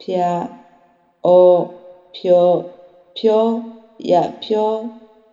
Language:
Akha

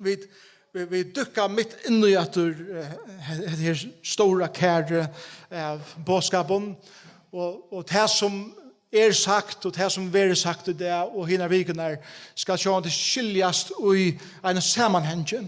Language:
Faroese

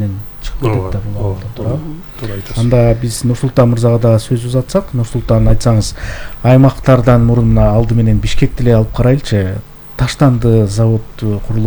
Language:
Kyrgyz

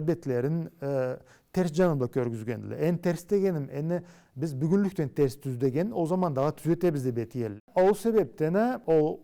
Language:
Karachay-Balkar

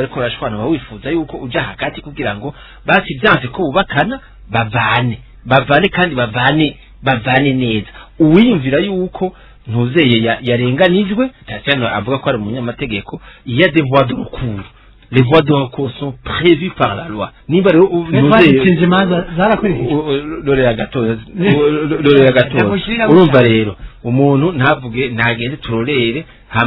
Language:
Rundi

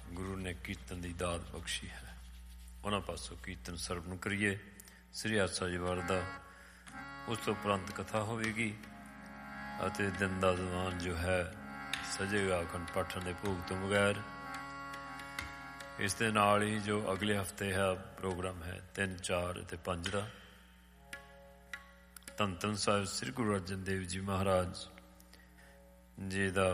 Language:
Punjabi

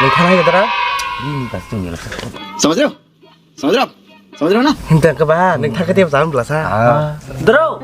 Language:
Kok Borok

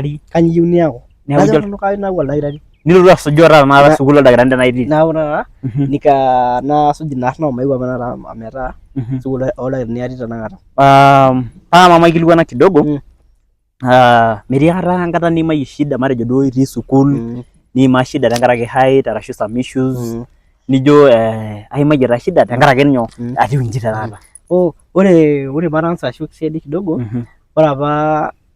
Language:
Masai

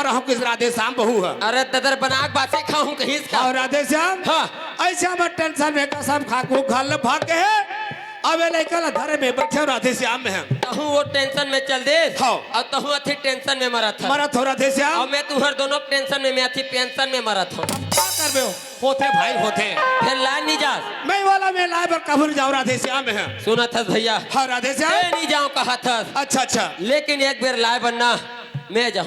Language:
Chhattisgarhi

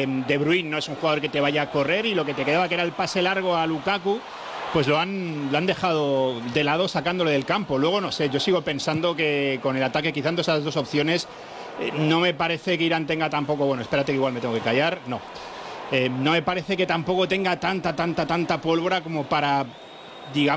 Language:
Spanish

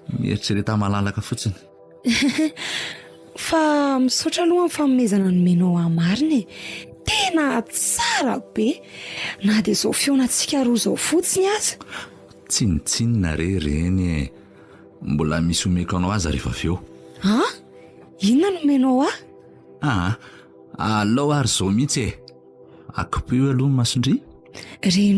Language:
Malagasy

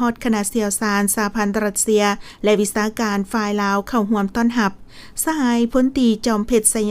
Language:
Lao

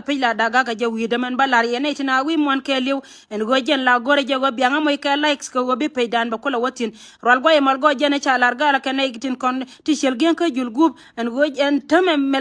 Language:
Nuer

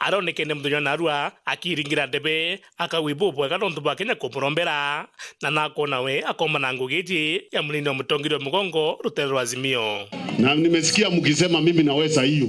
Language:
Meru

